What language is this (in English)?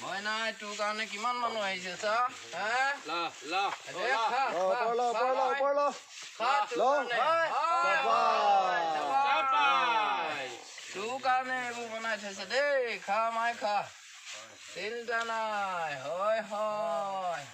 Assamese